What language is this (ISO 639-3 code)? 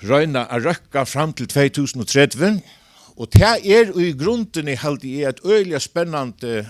fao